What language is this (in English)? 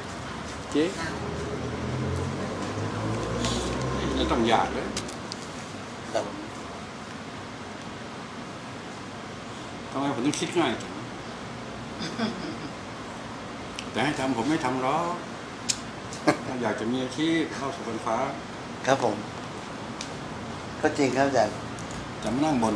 Thai